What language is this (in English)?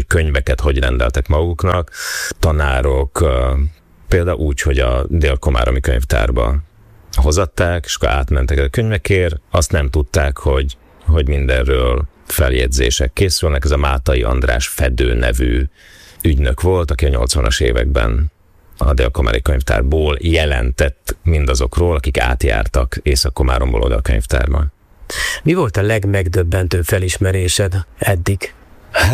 Hungarian